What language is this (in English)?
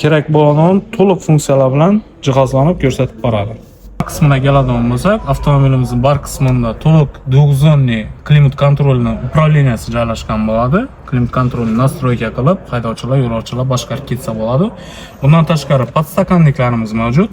Uzbek